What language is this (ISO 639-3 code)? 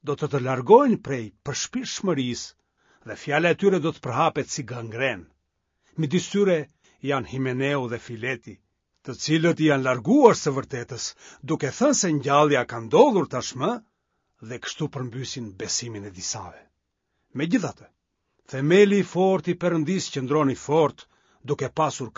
sqi